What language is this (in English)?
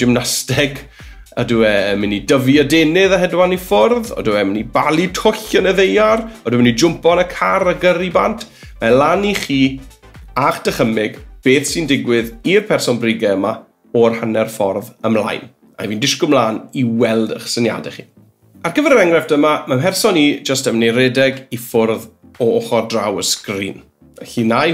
Welsh